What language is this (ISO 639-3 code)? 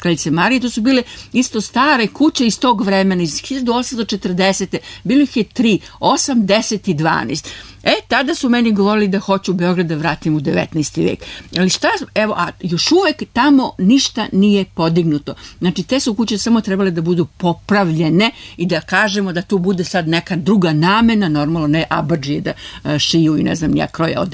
srp